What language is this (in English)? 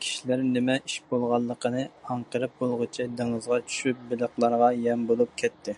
Uyghur